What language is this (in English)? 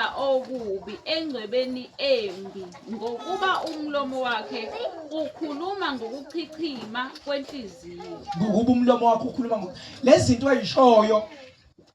Zulu